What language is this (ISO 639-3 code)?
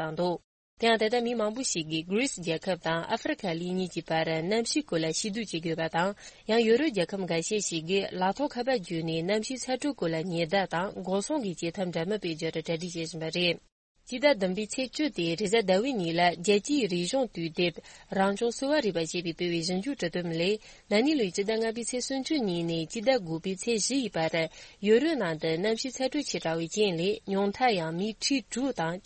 bod